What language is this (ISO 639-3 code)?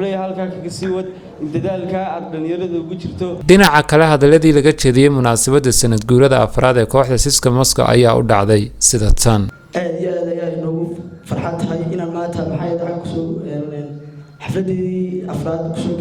som